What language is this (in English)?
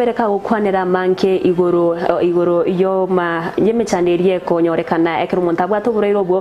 Gusii